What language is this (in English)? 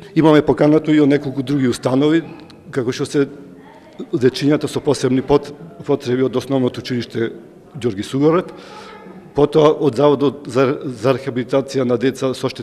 Macedonian